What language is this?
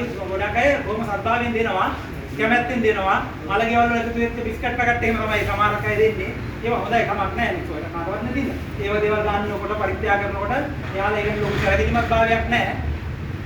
Sinhala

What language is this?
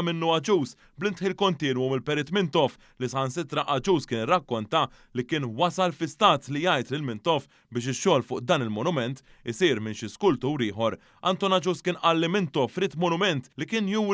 Maltese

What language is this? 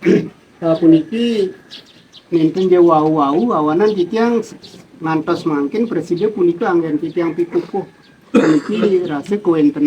Balinese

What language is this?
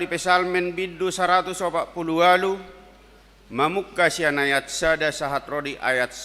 Batak Toba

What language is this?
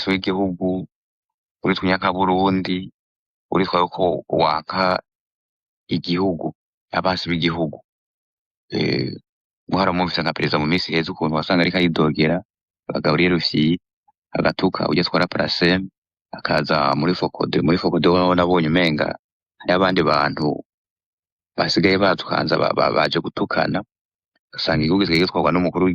Rundi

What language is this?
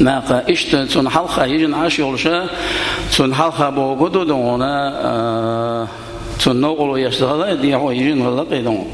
Chechen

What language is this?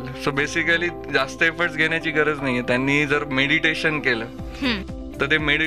Marathi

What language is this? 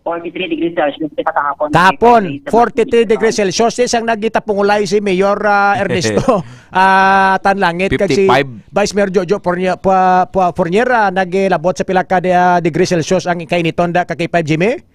Hiligaynon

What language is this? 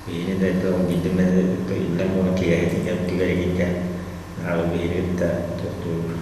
Yakut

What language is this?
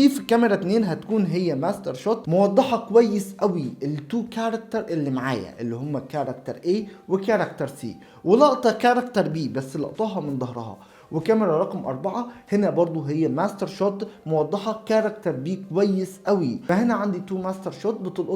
Egyptian Arabic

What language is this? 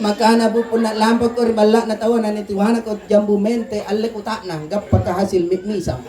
Makasar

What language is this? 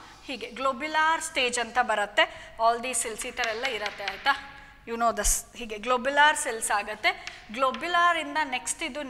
Kannada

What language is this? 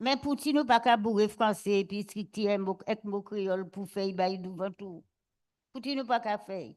Guadeloupean Creole French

